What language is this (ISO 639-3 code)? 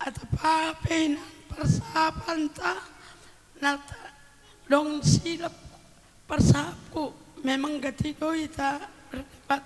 bts